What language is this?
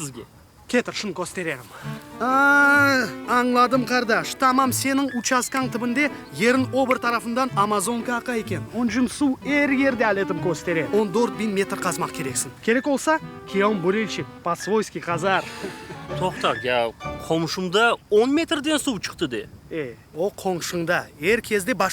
Crimean Tatar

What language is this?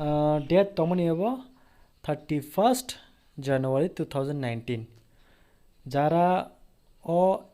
Kok Borok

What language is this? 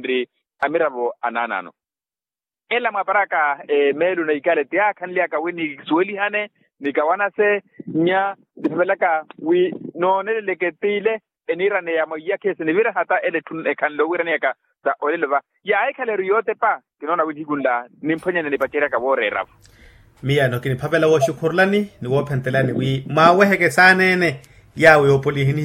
Makhuwa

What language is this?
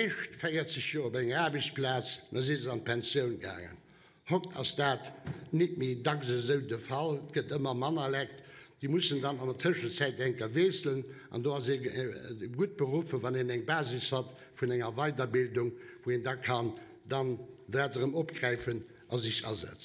Luxembourgish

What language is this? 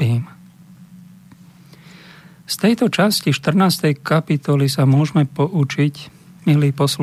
Slovak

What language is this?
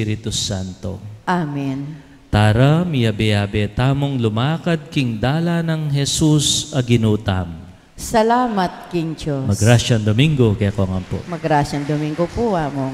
Pampanga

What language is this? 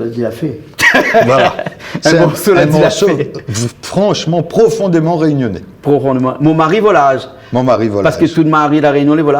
Réunion Creole French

